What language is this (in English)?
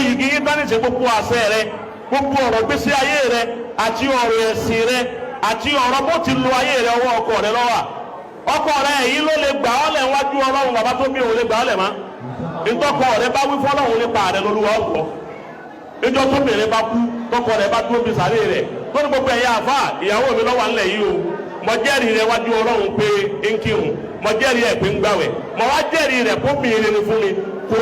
Yoruba